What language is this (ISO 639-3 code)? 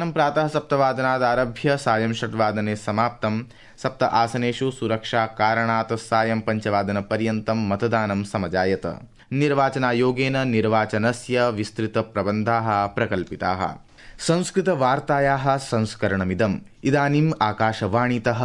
san